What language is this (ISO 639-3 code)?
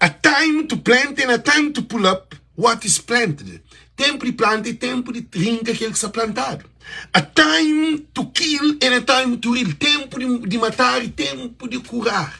kea